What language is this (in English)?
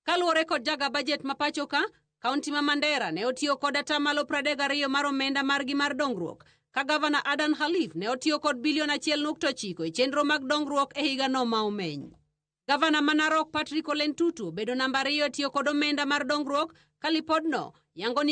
Luo (Kenya and Tanzania)